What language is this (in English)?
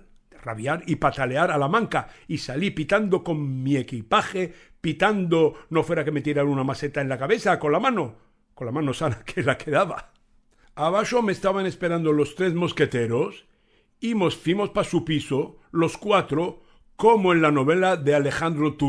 Ladino